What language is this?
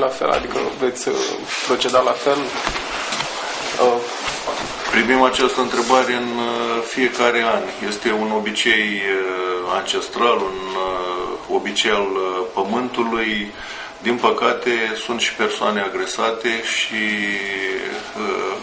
Romanian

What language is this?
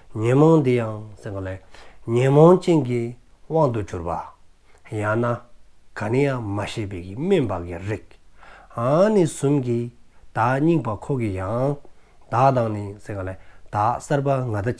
Dzongkha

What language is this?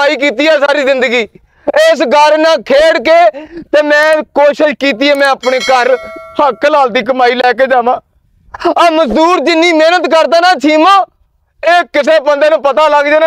Punjabi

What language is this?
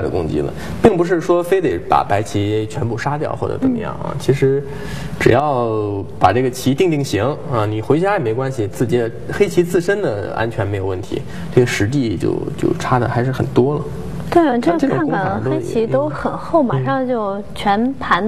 Chinese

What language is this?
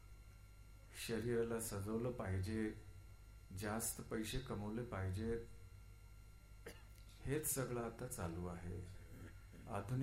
Marathi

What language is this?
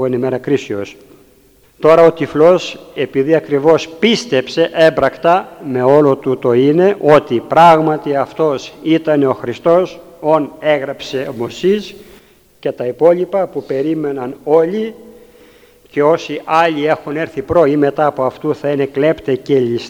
Greek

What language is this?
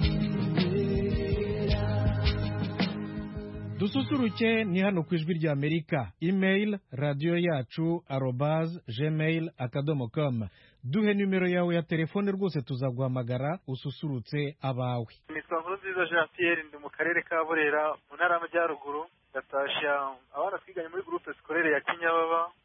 Kinyarwanda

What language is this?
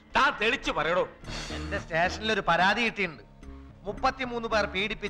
Malayalam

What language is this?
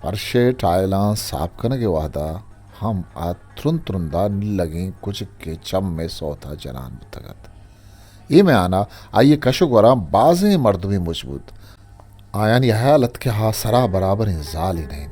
Eastern Balochi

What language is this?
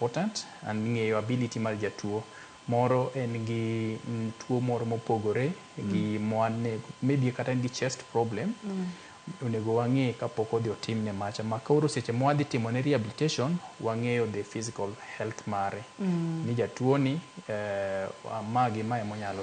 Luo (Kenya and Tanzania)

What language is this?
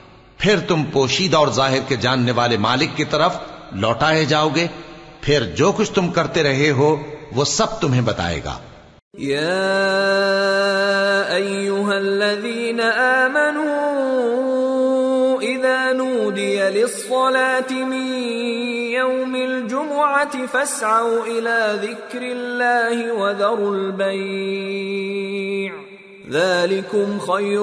Urdu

